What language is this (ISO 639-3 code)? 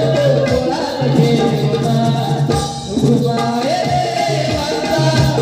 mar